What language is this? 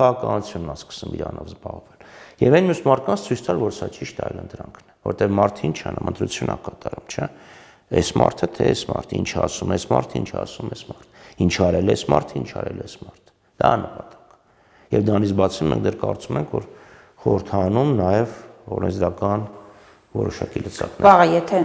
Armenian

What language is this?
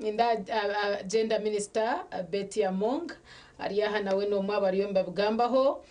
Nyankole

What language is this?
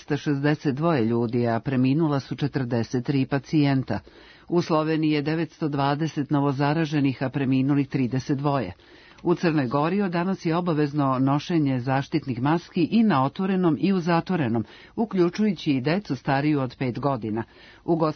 Serbian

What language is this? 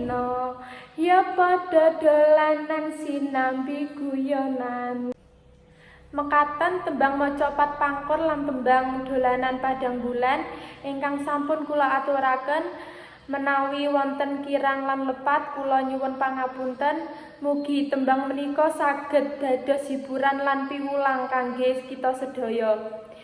Javanese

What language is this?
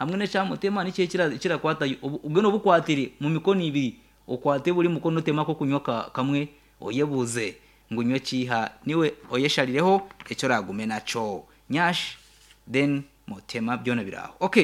Nyankole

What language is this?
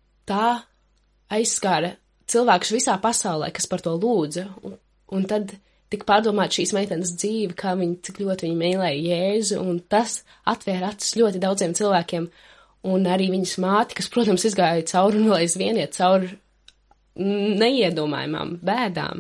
Latvian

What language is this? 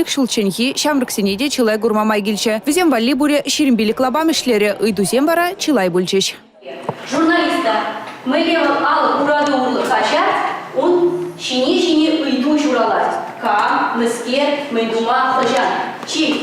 Chuvash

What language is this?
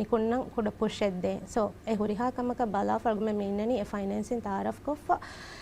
Divehi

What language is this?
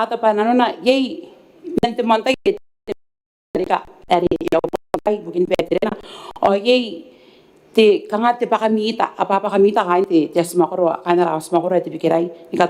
Gilbertese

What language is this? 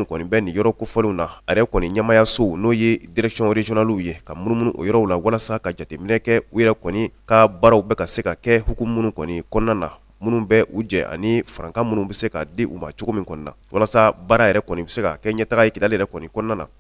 Bambara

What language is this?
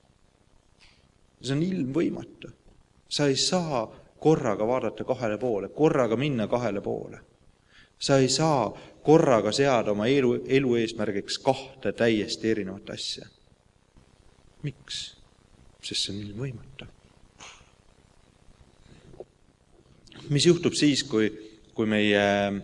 Estonian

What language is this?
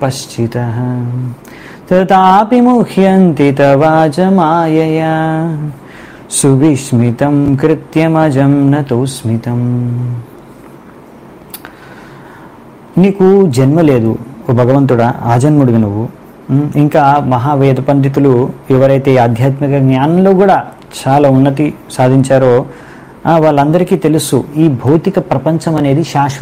Telugu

